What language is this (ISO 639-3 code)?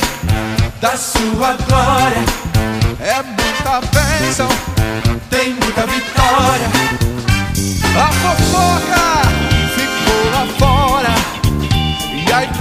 por